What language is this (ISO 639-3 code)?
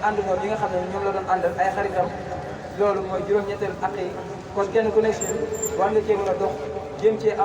wol